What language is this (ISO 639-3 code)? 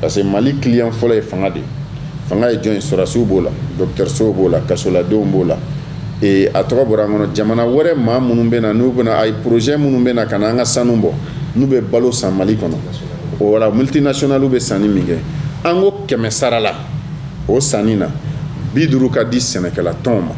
bam